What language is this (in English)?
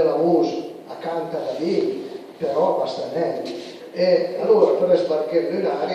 Piedmontese